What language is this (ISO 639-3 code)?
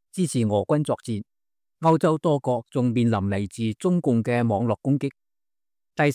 yue